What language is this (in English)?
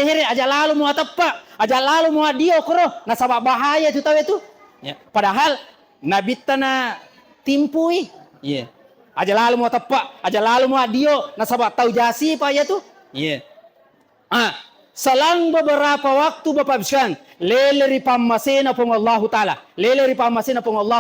Buginese